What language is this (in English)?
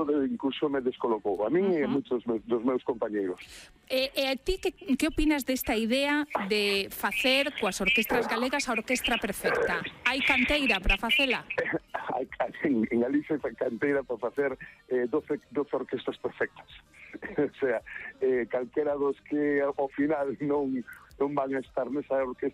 Galician